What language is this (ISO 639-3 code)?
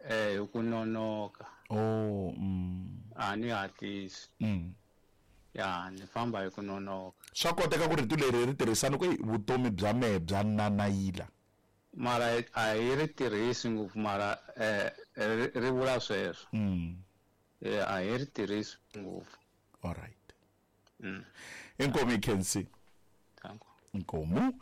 tso